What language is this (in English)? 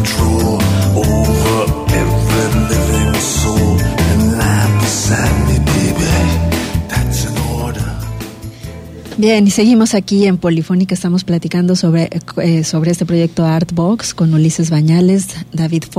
Spanish